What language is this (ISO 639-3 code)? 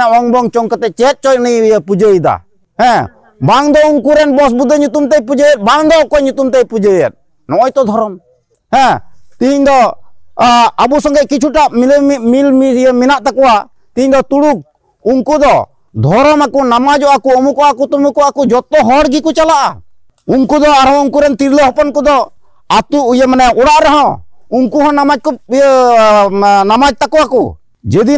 sat